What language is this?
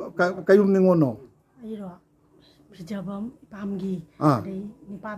Manipuri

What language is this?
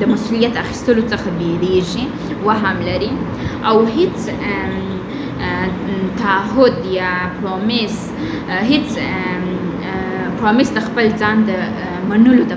Pashto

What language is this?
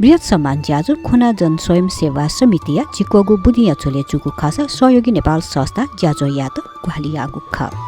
Newari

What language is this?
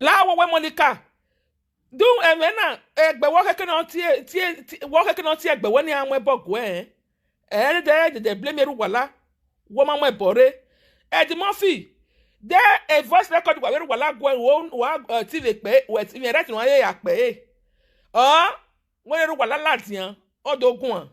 Nigerian Pidgin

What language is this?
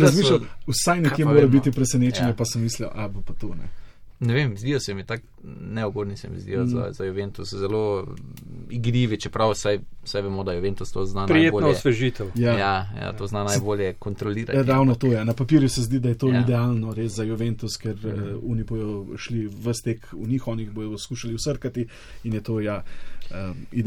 Slovenian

